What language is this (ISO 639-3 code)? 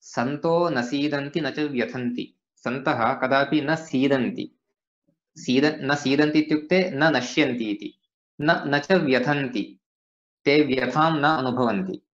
san